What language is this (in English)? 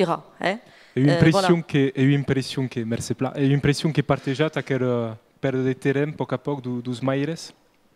Occitan